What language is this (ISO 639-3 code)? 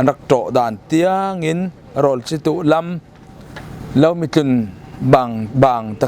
cfm